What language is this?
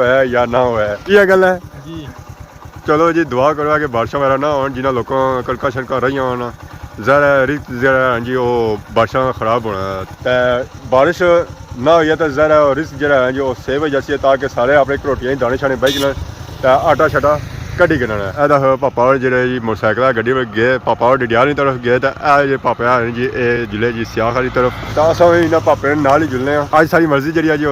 Pahari-Potwari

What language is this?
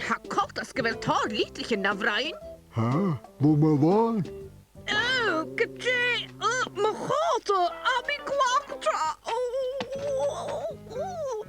Scottish Gaelic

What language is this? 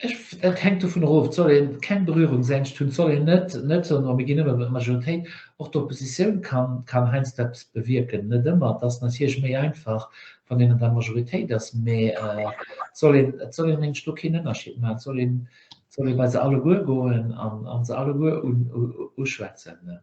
Luxembourgish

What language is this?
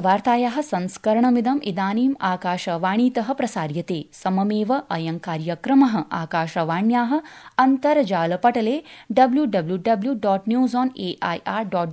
Sanskrit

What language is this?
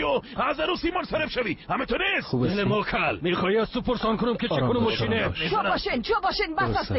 Persian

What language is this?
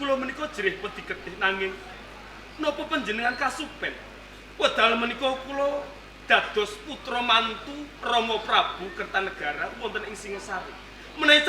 Javanese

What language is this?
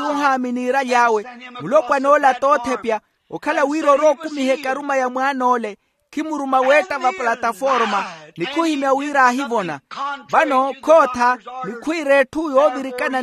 Makhuwa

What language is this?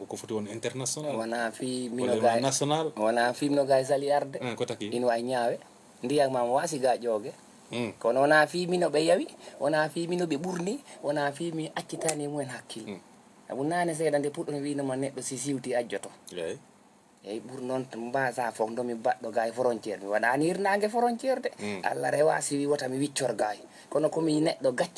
Fula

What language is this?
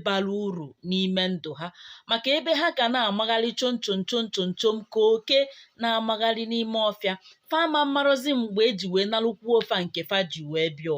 Igbo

